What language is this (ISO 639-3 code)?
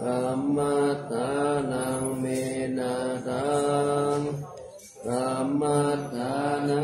pli